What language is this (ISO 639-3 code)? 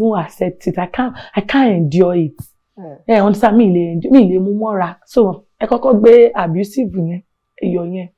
yor